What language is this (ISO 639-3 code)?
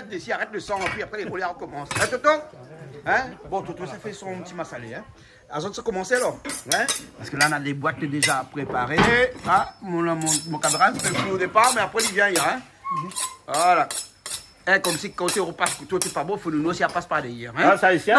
rcf